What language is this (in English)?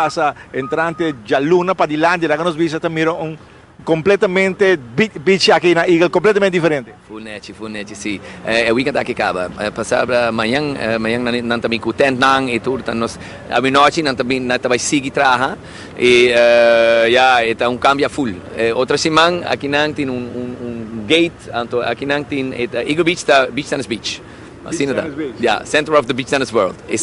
Papiamento